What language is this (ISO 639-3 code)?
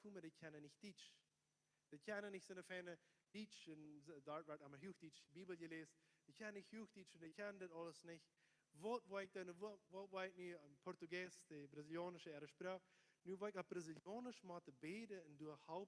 pdt